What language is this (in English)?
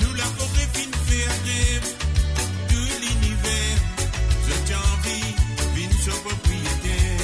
Morisyen